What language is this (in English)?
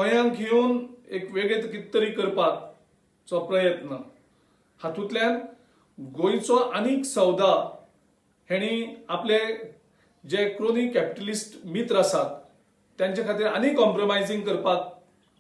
Konkani